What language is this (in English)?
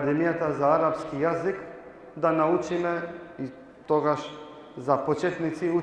Balkan Romani